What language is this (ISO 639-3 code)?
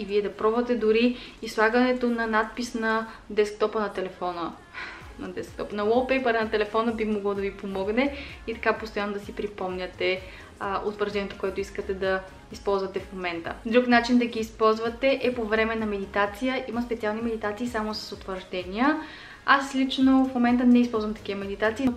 bul